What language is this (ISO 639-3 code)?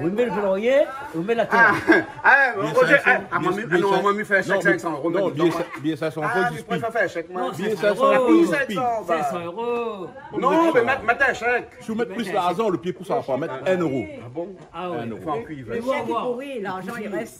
rcf